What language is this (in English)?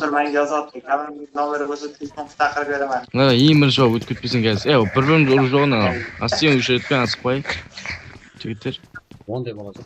Kara-Kalpak